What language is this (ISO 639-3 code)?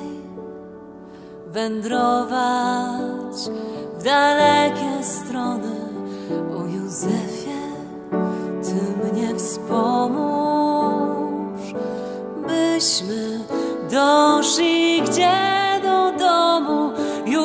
pol